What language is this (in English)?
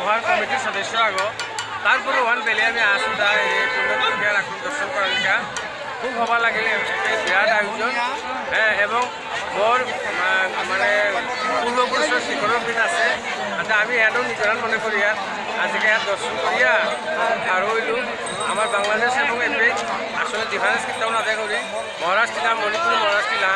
Bishnupriya